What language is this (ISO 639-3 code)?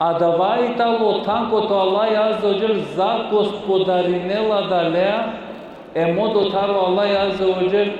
rmn